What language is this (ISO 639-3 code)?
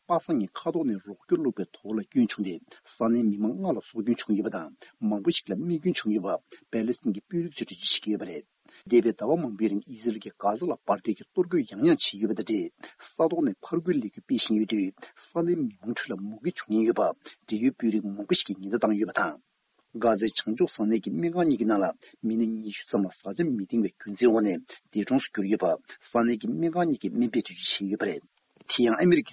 bod